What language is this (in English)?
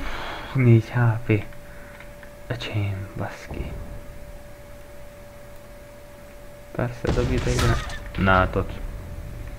Hungarian